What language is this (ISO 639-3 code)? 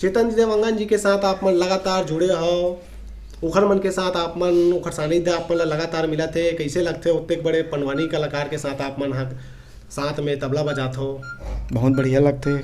hne